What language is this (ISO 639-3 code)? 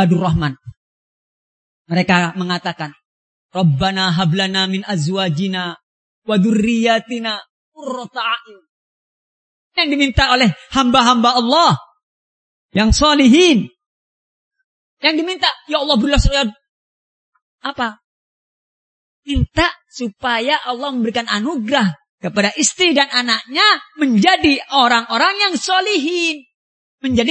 ind